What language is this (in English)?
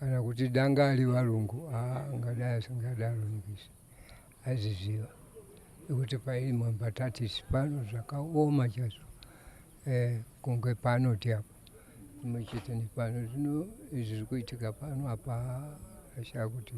Shona